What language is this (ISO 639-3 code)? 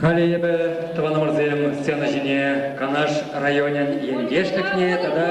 chv